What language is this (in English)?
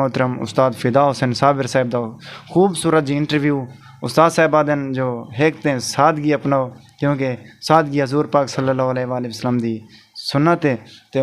Saraiki